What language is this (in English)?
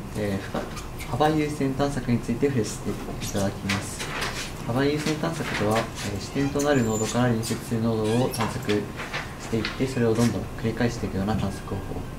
Japanese